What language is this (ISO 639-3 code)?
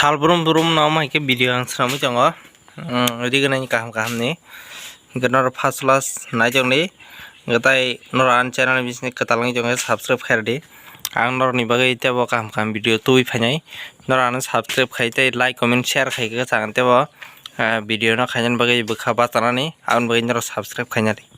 trp